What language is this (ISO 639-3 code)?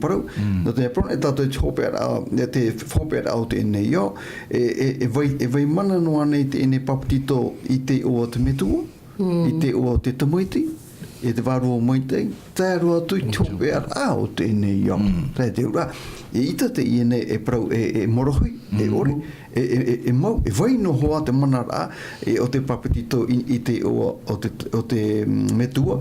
tah